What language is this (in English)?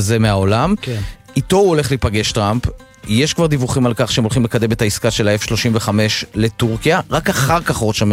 Hebrew